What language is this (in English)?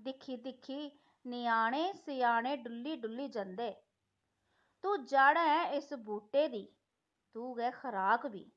Dogri